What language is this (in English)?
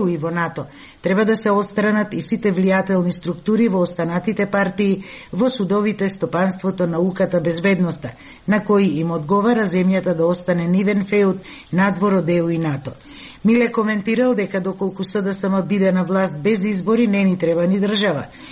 Macedonian